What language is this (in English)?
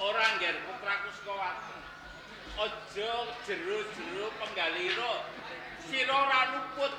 Javanese